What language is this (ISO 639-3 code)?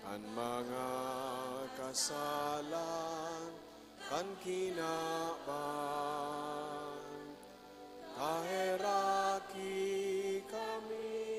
bik